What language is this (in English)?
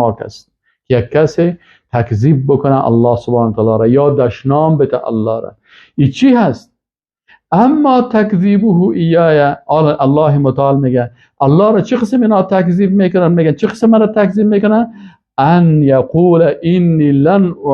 Persian